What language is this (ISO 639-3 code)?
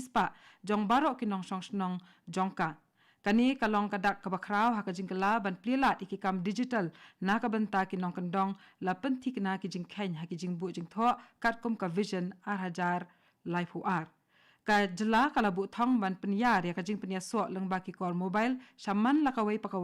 kha